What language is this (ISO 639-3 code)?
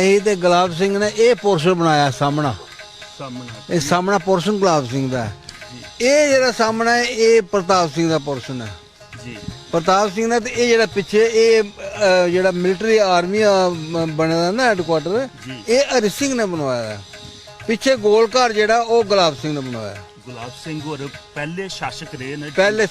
doi